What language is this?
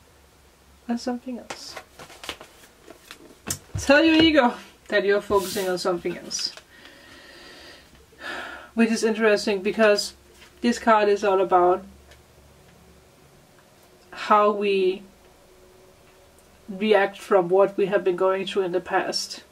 English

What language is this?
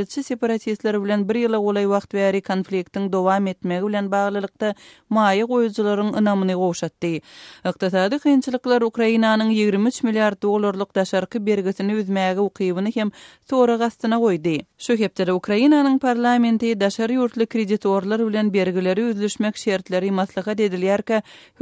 Turkmen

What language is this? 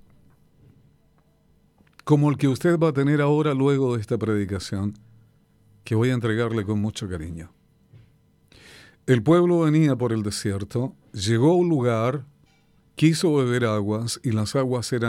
Spanish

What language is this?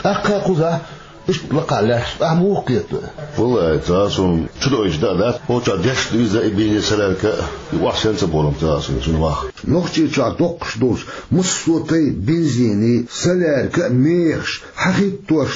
Chechen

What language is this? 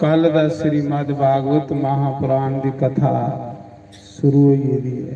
Dogri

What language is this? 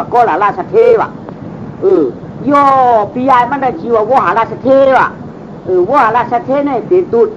Shan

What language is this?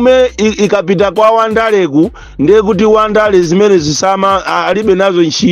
Nyanja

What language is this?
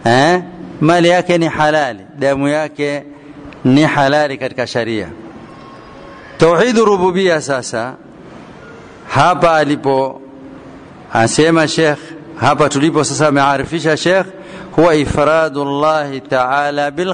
Swahili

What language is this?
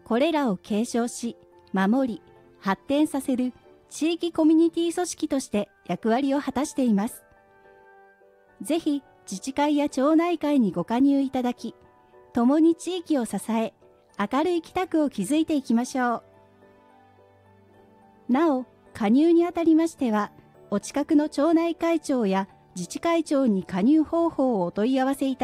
Japanese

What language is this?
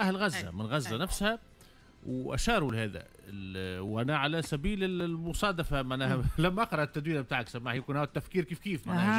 Tunisian Arabic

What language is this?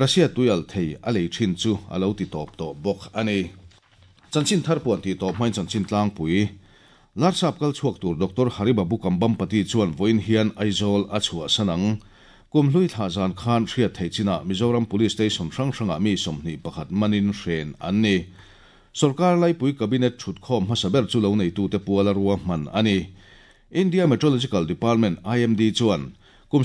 Mizo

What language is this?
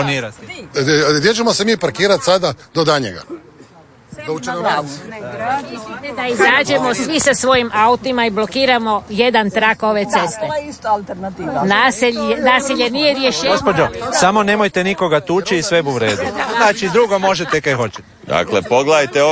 Croatian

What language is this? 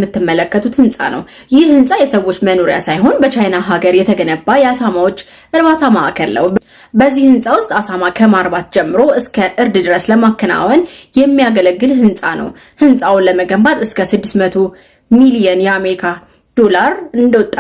Amharic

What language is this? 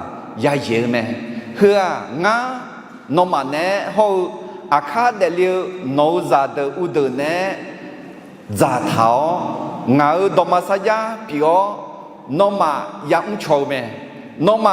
Akha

